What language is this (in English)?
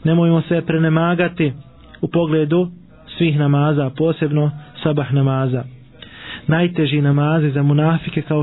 Bosnian